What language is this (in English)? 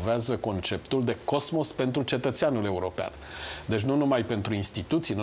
Romanian